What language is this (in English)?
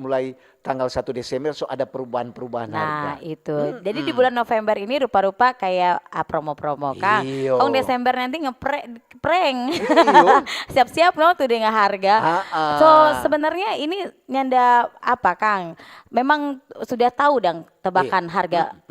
Manado Malay